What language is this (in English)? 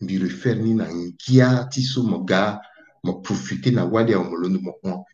Sango